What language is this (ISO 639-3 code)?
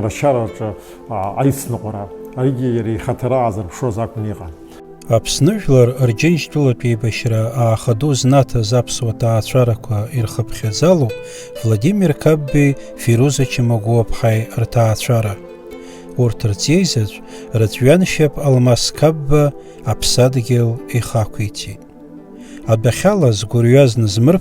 abk